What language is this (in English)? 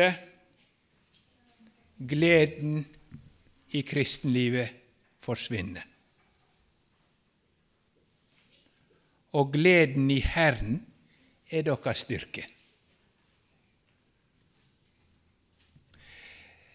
Norwegian